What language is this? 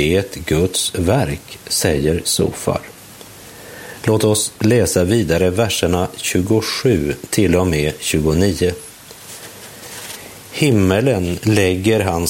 Swedish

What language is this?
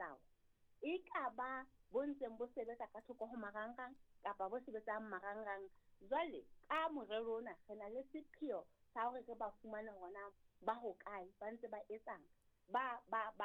Southern Sotho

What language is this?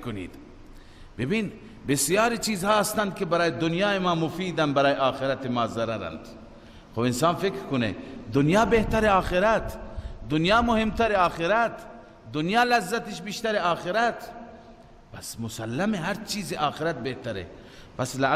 Persian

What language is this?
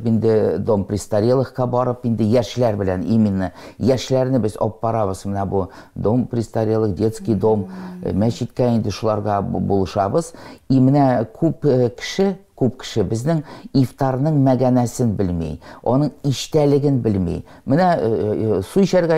Tatar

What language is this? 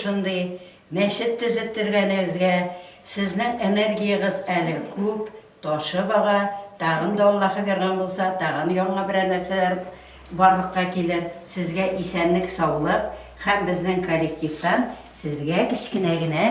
Tatar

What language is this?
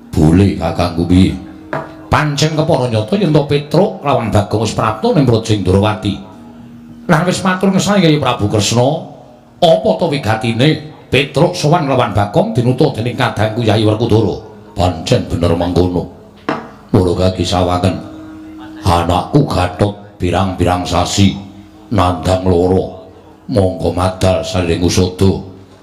Javanese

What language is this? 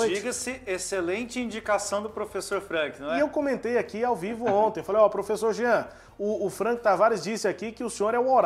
Portuguese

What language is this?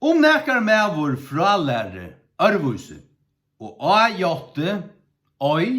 Faroese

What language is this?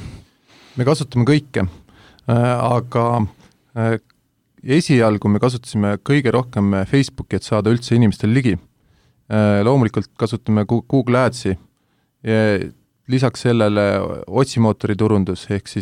Estonian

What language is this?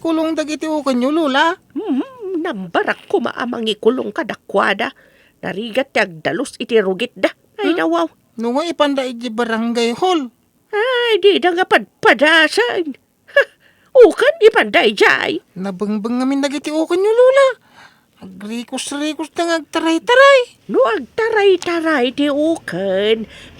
Iloko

